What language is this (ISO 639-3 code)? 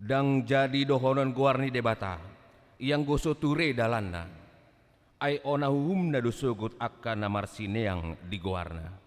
bbc